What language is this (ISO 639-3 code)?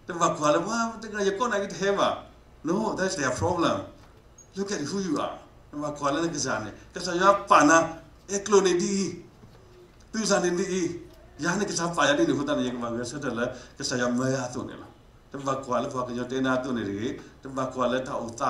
ksw